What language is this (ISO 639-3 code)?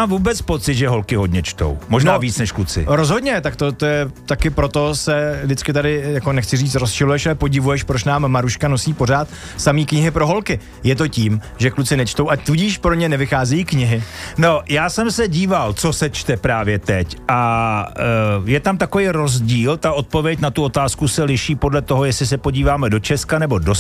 ces